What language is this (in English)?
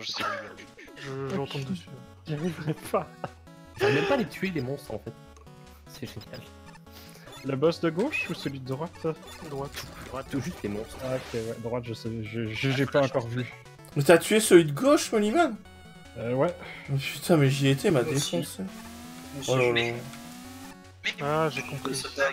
French